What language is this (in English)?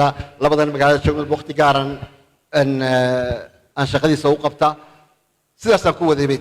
Somali